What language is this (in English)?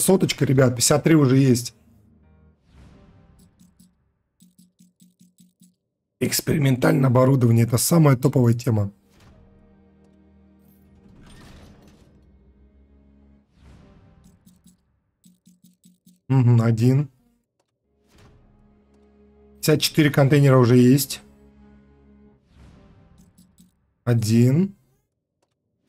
Russian